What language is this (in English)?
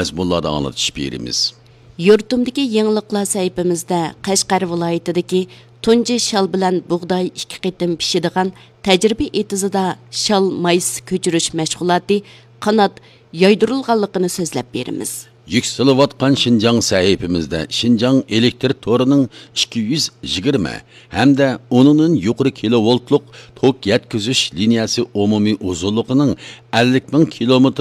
Uyghur